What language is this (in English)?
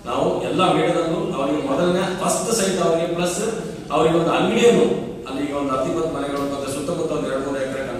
Kannada